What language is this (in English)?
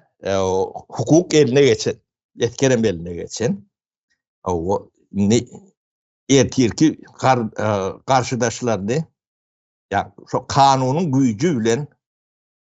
Turkmen